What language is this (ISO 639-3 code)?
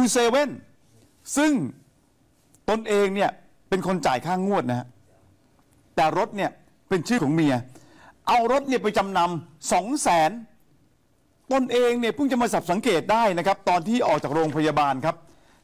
tha